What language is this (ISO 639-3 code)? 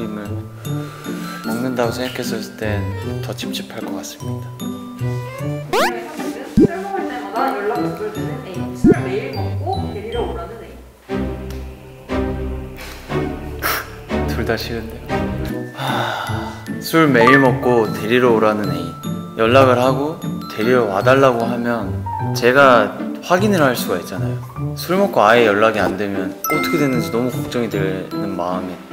kor